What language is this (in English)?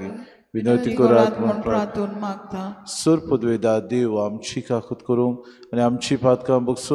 Konkani